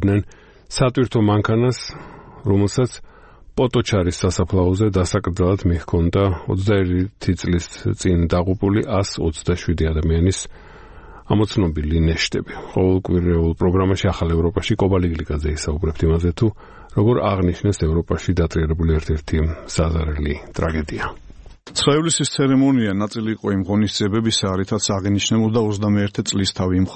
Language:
Georgian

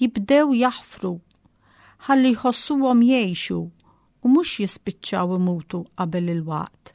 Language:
Maltese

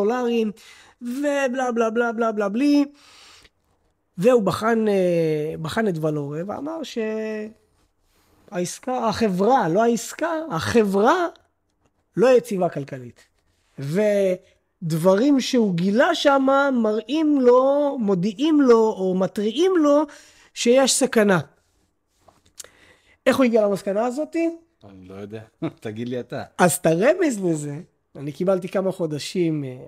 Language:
Hebrew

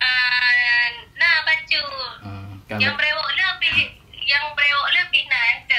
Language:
Achinese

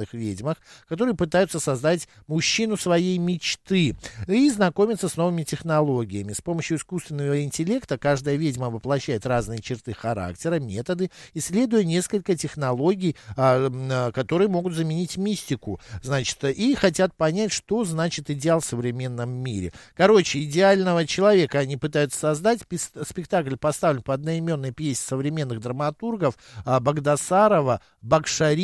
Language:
Russian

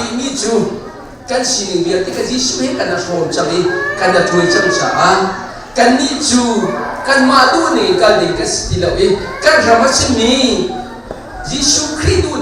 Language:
Hakha Chin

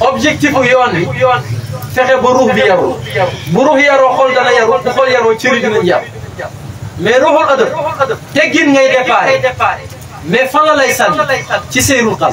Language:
Wolof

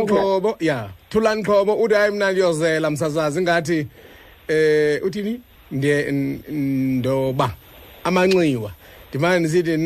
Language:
Xhosa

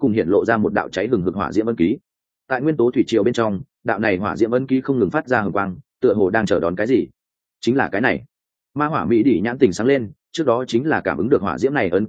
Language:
Vietnamese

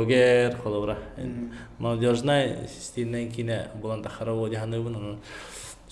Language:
Yakut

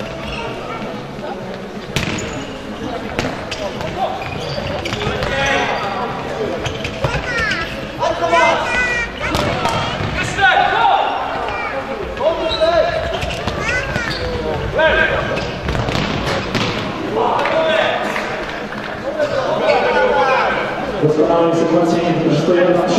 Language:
Polish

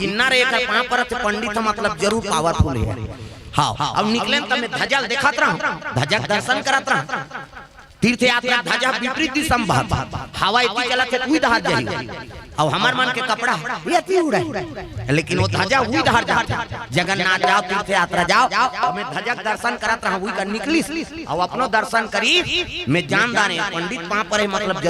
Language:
Chhattisgarhi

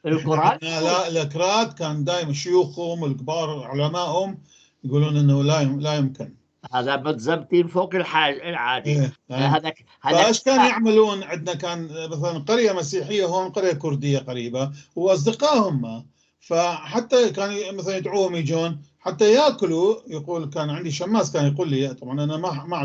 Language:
North Levantine Arabic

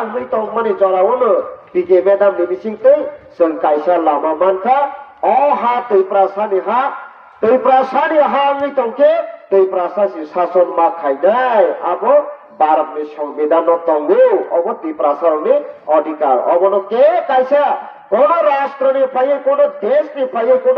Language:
Kok Borok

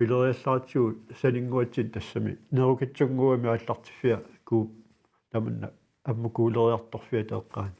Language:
Kalaallisut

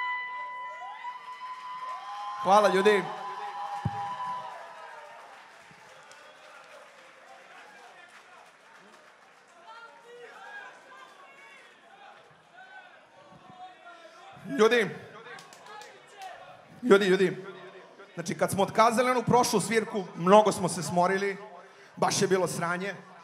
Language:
Serbian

